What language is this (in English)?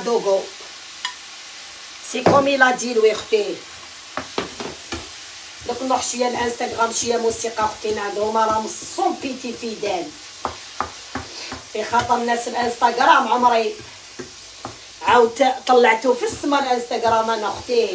Algerian Arabic